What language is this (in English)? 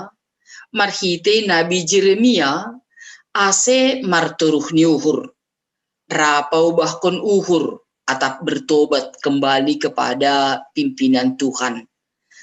Batak Simalungun